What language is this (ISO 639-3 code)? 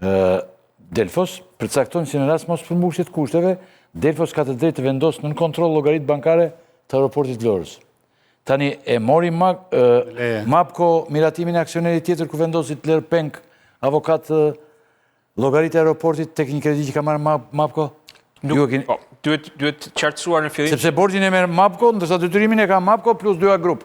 sqi